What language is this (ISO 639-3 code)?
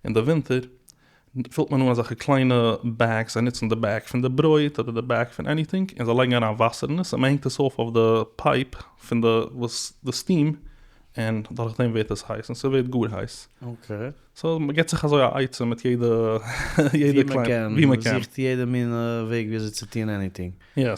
yid